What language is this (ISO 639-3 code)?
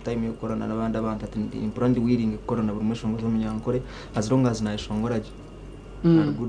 nyn